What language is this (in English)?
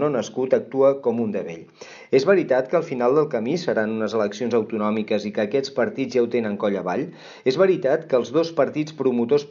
Catalan